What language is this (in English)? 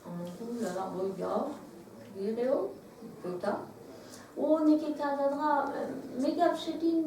Breton